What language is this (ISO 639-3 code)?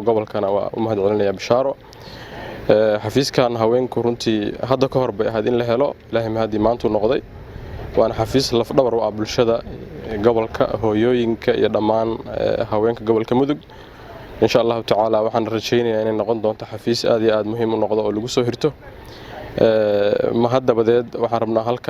som